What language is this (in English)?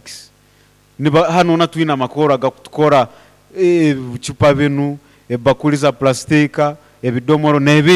Nyoro